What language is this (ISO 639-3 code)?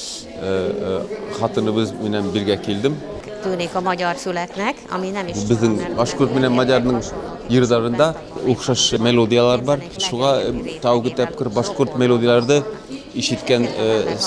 bak